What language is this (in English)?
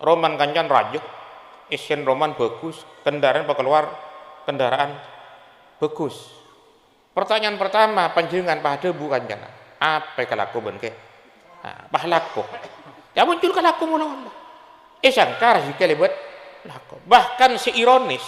Madurese